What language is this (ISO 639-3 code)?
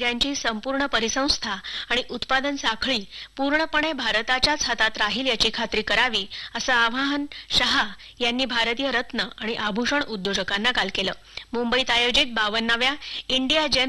mar